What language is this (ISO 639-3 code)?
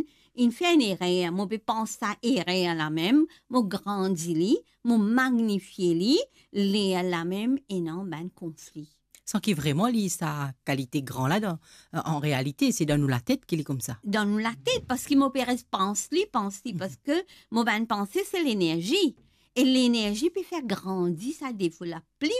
mfe